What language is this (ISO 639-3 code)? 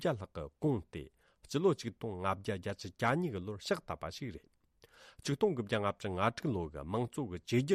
bod